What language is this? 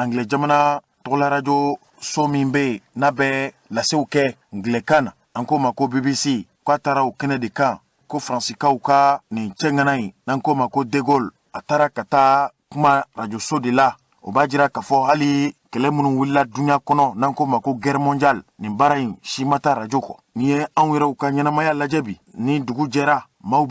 Bambara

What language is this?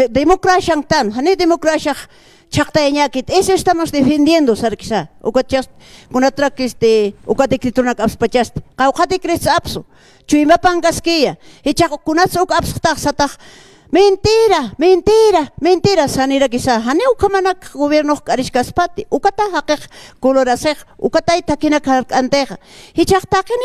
Aymara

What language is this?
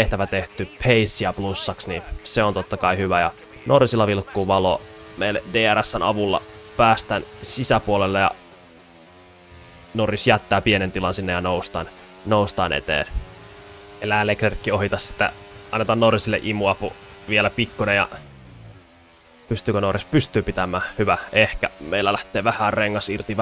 Finnish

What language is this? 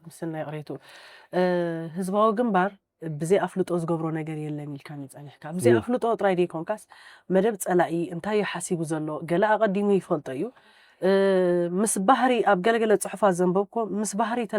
Tigrinya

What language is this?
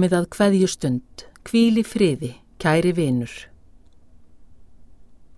Icelandic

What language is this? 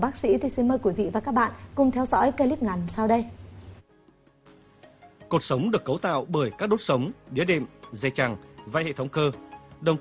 Vietnamese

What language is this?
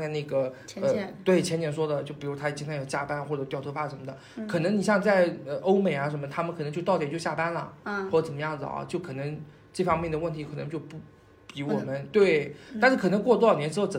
Chinese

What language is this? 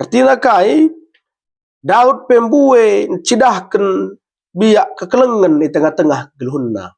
Batak Karo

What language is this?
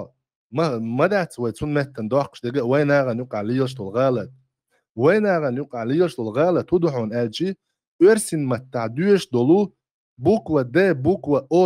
Chechen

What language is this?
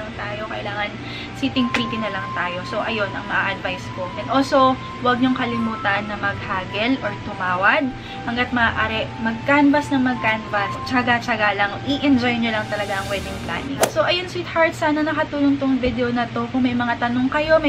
Filipino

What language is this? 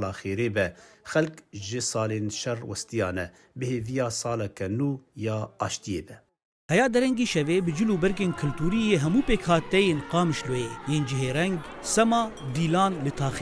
Kurdish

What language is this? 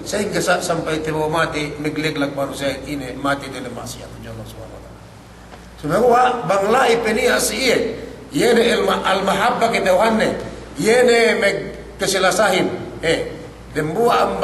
Yakan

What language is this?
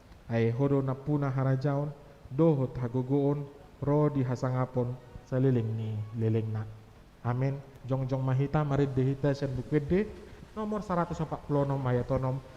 Batak Toba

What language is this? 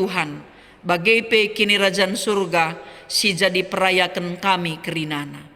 Batak Karo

